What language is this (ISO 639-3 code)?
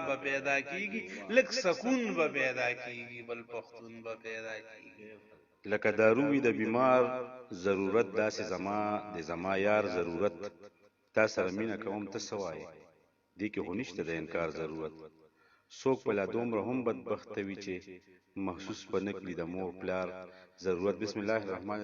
pus